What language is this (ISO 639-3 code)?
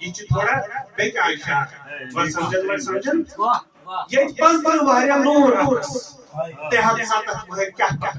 kas